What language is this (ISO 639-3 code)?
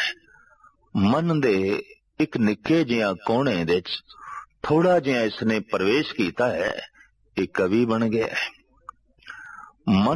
pan